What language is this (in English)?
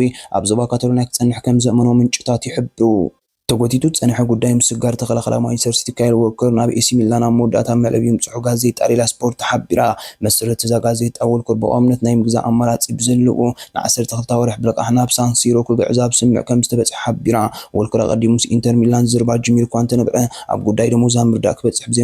Tigrinya